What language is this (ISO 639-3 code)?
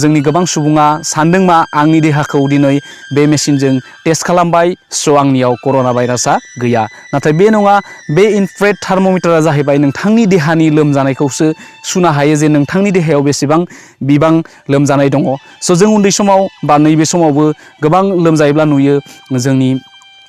brx